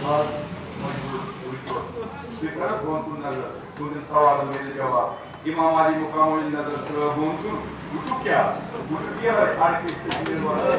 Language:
Kashmiri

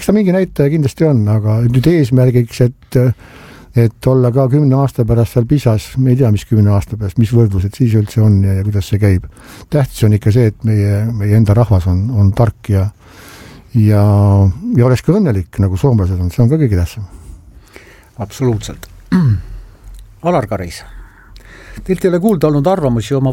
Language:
Estonian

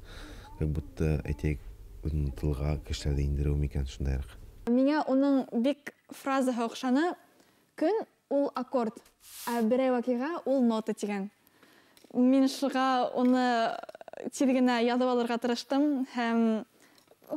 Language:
Bashkir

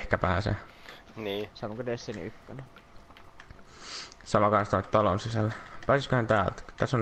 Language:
Finnish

